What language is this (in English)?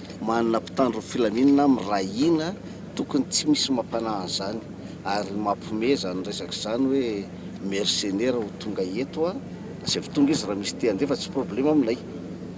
Malagasy